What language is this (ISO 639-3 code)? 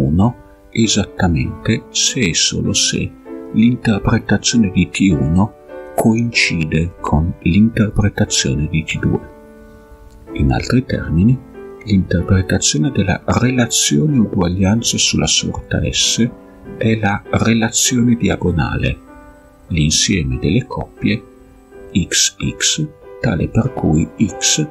ita